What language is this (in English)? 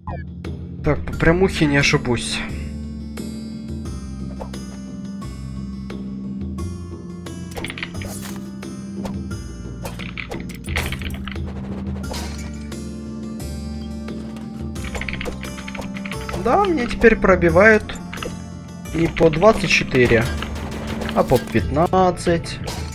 Russian